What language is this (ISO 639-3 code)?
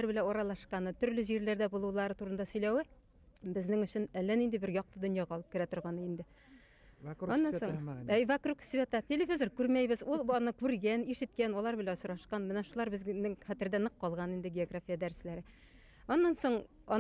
bak